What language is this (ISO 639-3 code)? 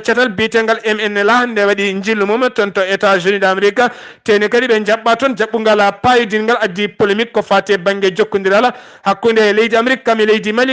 ful